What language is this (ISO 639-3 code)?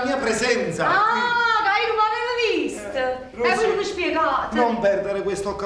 nap